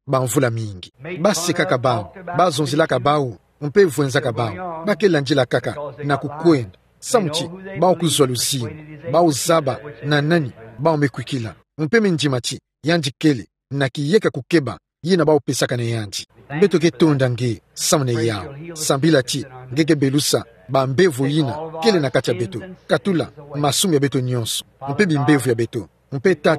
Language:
Kituba (Democratic Republic of Congo)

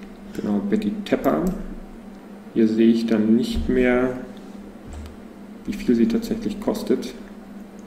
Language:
German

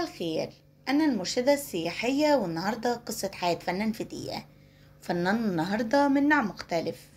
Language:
Egyptian Arabic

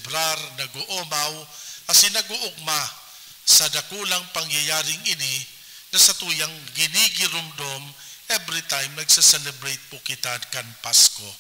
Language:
Bikol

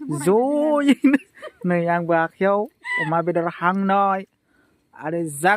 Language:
Bodo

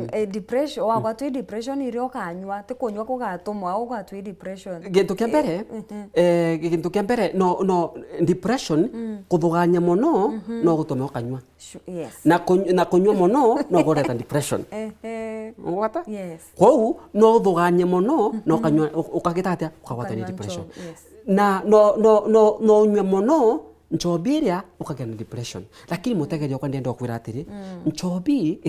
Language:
Meru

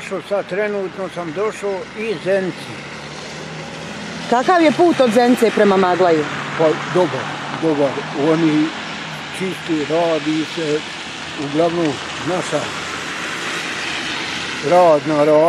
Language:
Bosnian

